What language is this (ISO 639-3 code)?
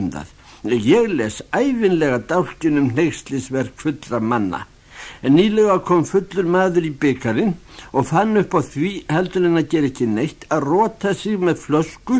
isl